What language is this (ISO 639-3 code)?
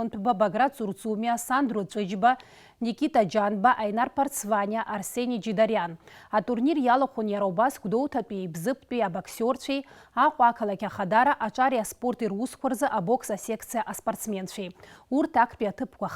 abk